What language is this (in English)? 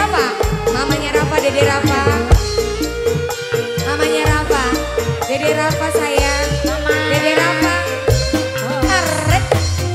Indonesian